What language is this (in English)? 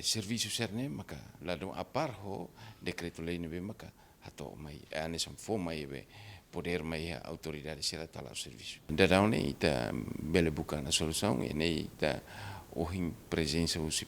Tetum